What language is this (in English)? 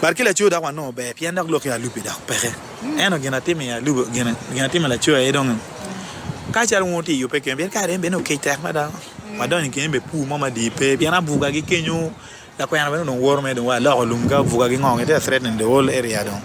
Acoli